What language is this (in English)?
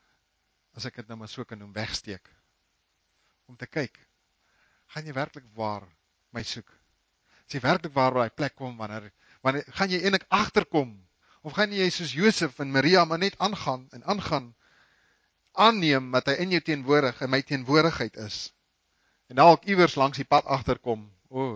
Afrikaans